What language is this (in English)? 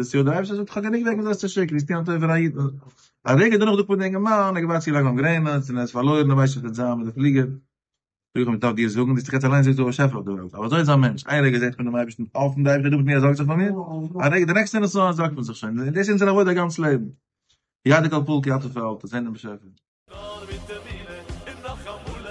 Yiddish